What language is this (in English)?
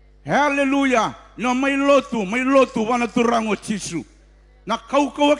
Fijian